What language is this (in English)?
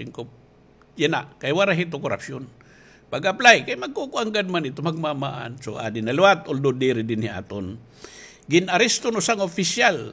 Waray